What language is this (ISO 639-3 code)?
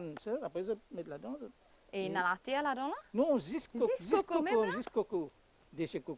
mfe